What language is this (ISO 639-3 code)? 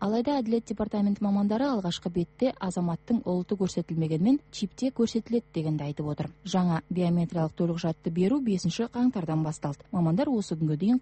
kaz